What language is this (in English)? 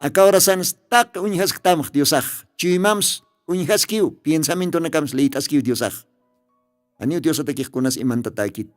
Aymara